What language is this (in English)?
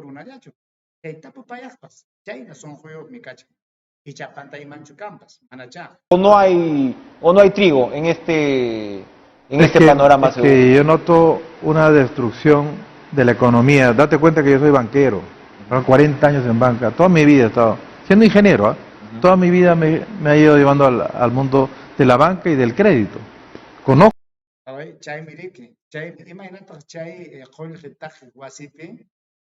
Ayacucho Quechua